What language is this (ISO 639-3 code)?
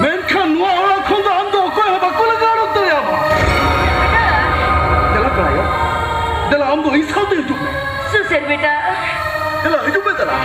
sat